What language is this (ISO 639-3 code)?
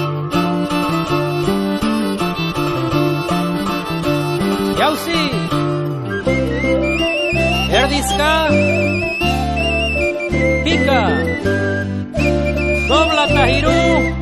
eus